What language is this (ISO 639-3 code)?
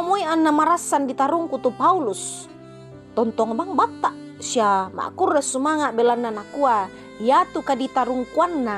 sda